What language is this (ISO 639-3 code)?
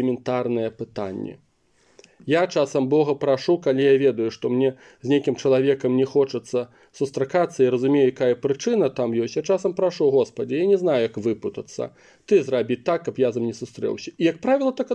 bel